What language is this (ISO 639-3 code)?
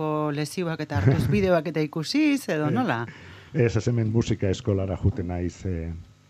eus